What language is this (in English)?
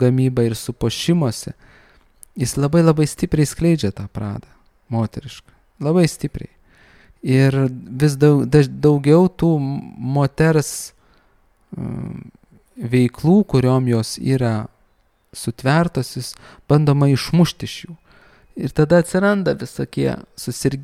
Lithuanian